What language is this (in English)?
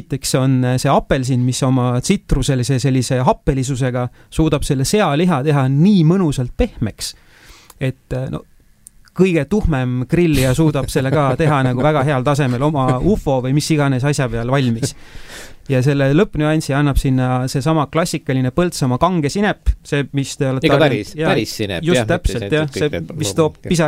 Estonian